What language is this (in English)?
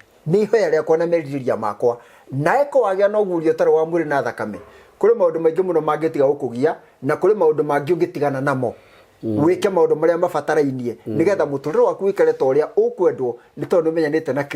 Kikuyu